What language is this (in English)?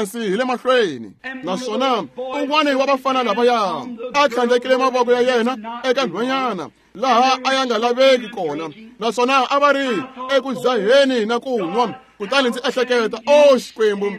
Tsonga